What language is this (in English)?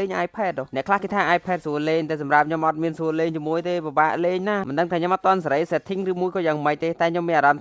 Khmer